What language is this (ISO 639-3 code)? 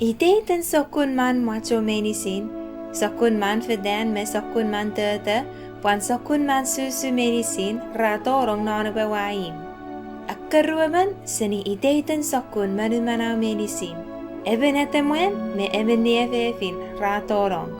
chk